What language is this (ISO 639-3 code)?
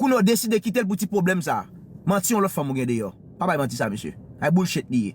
hat